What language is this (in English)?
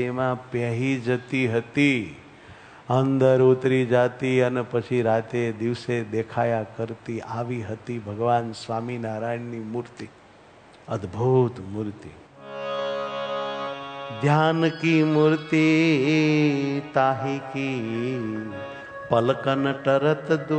Gujarati